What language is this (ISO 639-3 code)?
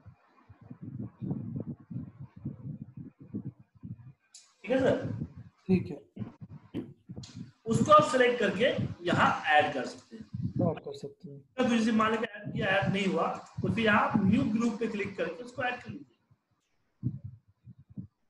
hin